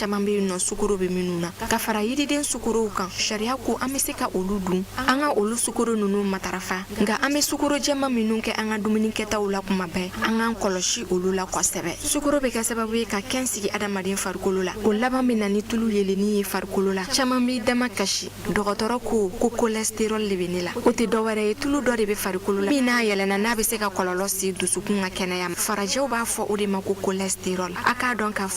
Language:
Bambara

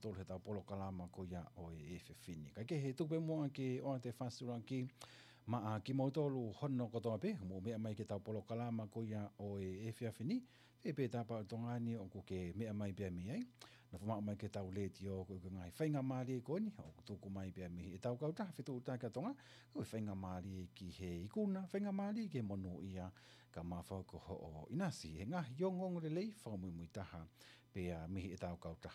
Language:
Tongan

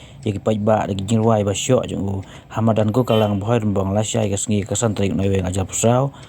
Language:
Khasi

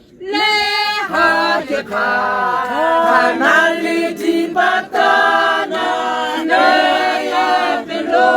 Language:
Tswana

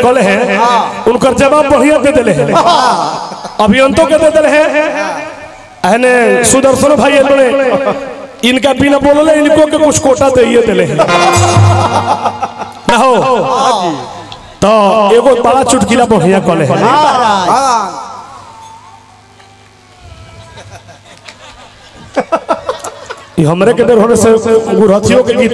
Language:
Bhojpuri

